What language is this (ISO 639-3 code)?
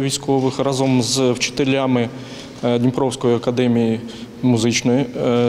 ukr